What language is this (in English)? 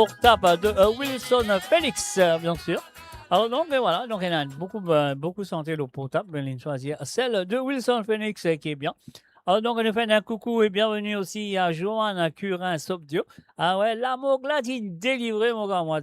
Morisyen